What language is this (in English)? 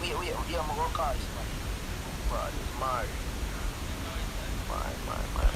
Jamaican Creole English